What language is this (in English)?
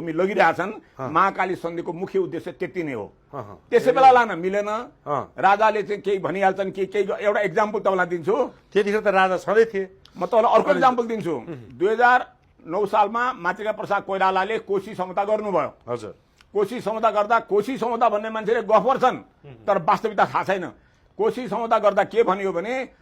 Nepali